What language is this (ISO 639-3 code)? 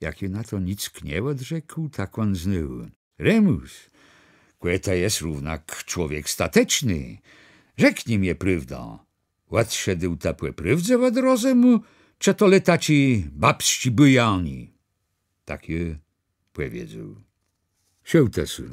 csb